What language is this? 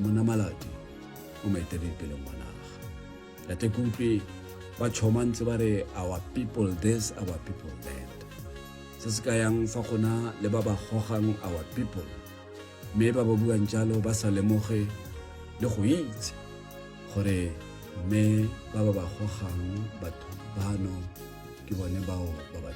Tswana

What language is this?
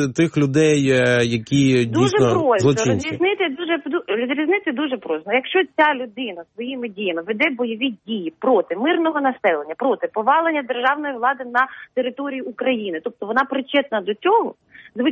Ukrainian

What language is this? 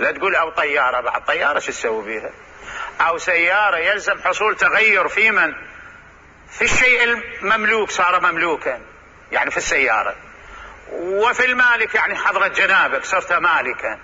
Mesopotamian Arabic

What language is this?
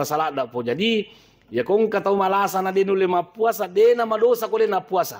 Buginese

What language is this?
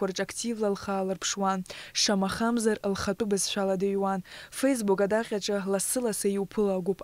Abkhazian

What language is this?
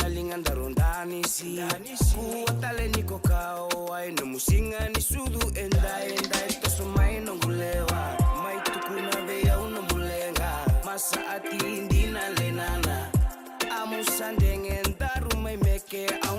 Fijian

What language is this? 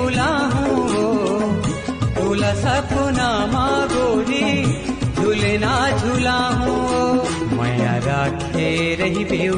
Chhattisgarhi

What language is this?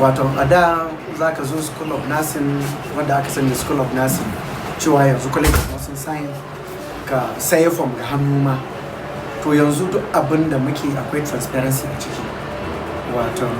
Hausa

